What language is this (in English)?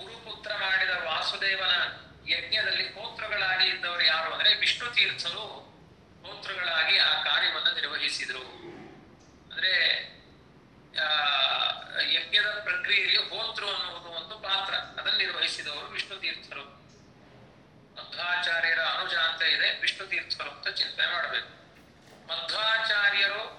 Kannada